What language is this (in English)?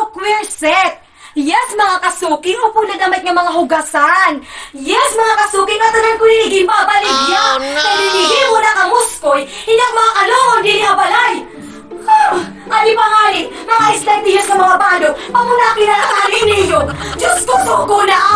Waray